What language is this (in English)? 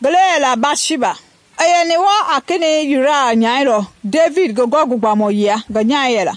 Mende